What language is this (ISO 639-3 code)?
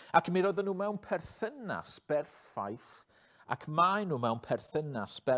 cym